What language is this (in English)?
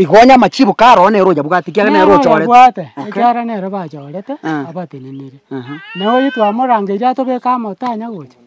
Gusii